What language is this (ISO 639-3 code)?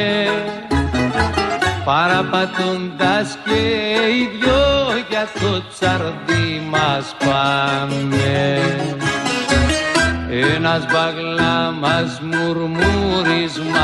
ell